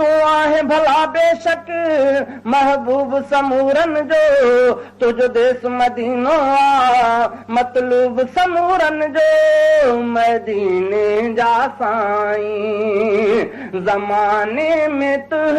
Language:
Sindhi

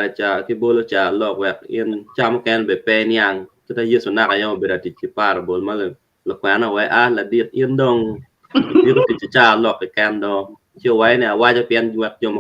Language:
Acoli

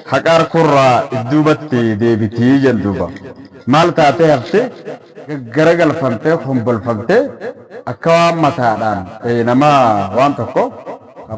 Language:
Oromo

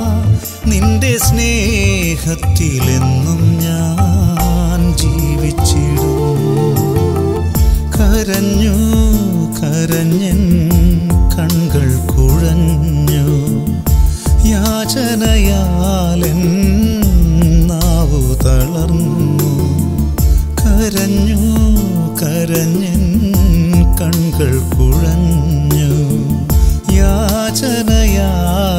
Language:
Malayalam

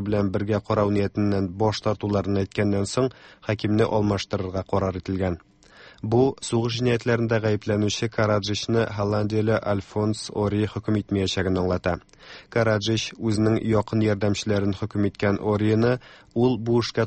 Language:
Tatar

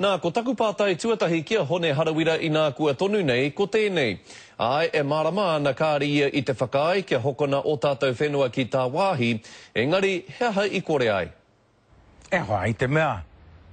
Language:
Māori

